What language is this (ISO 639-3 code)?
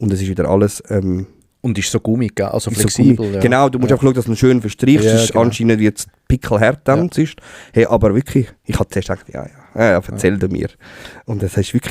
gsw